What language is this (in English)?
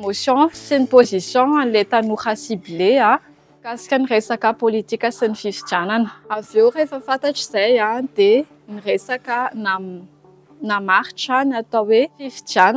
Malagasy